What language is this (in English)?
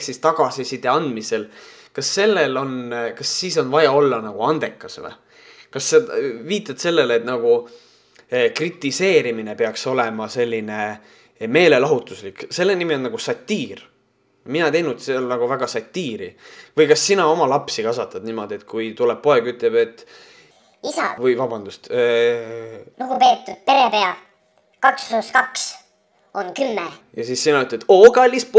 Estonian